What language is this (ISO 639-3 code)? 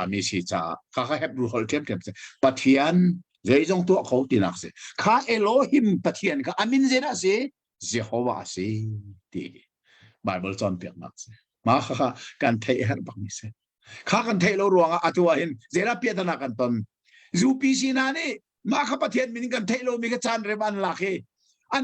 cnh